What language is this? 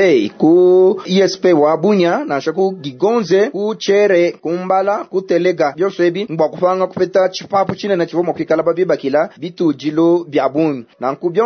Luba-Lulua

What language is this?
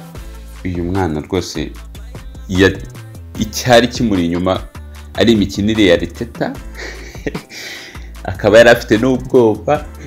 Kinyarwanda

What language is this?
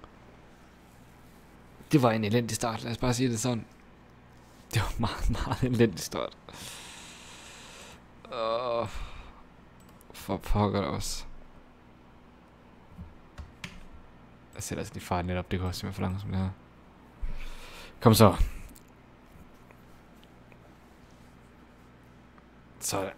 Danish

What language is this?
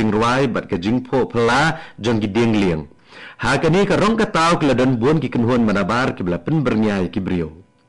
Khasi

